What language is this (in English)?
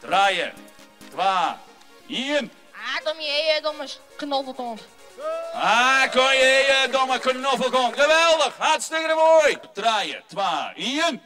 Western Frisian